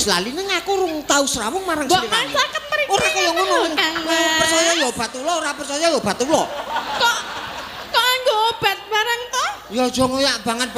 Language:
Javanese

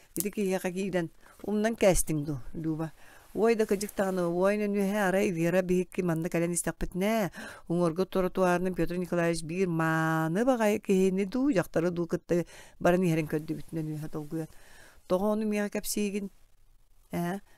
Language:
Yakut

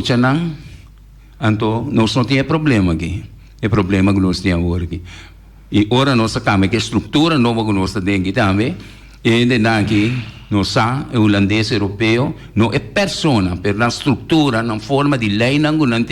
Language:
Papiamento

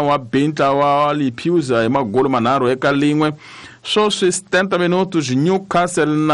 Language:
Tsonga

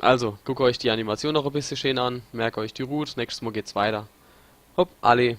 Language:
Palatine German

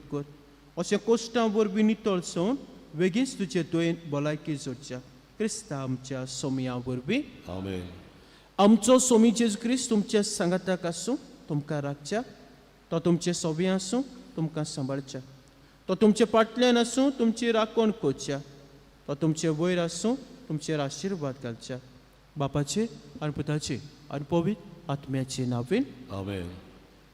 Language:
Konkani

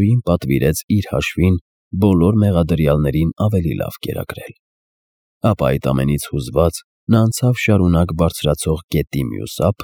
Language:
Armenian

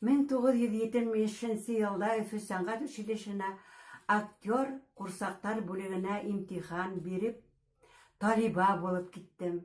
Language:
Bashkir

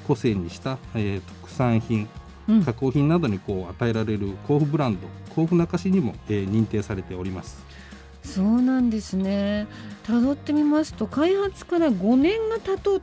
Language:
Japanese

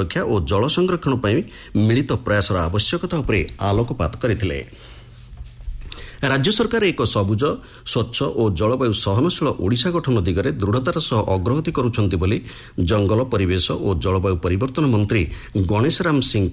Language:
Odia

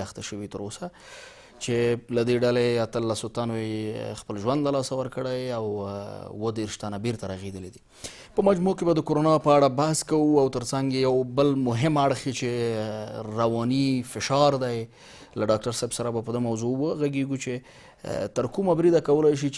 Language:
Pashto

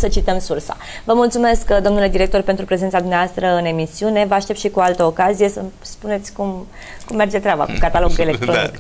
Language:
Romanian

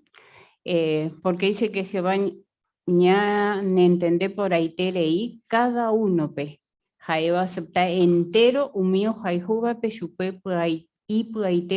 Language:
Guarani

